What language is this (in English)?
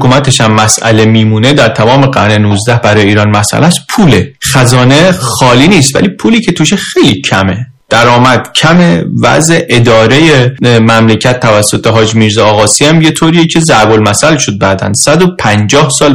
Persian